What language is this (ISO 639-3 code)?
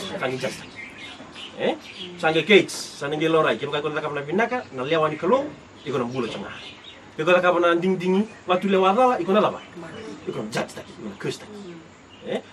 fij